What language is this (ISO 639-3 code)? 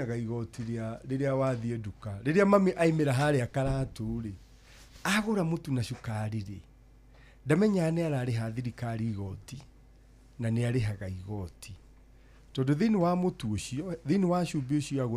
kik